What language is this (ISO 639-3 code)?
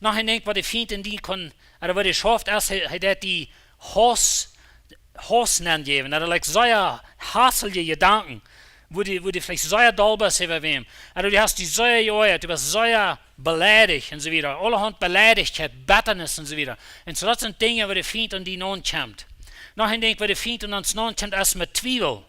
pdt